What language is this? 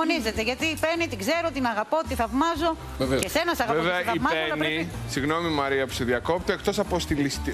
Greek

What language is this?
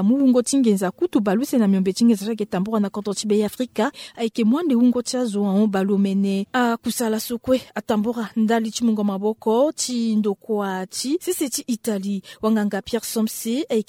Sango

